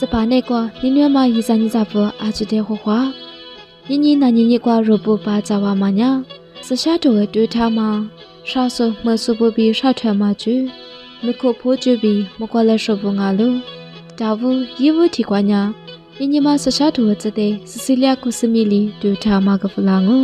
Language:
Lisu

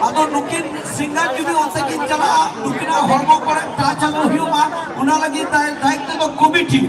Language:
Santali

